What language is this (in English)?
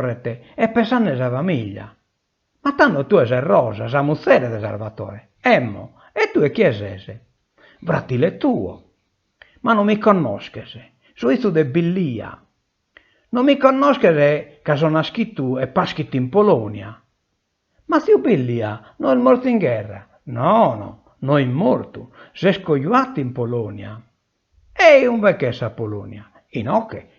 Sardinian